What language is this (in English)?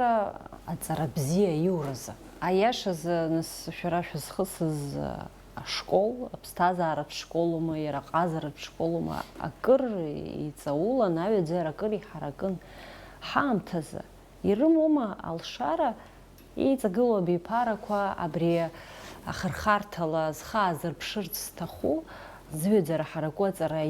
Abkhazian